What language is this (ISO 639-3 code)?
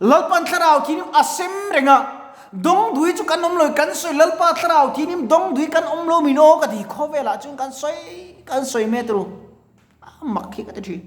lus